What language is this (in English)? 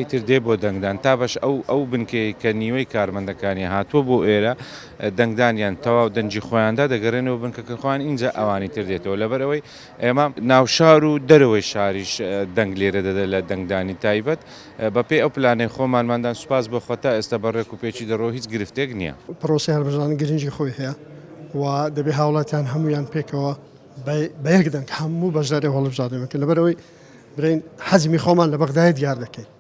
Central Kurdish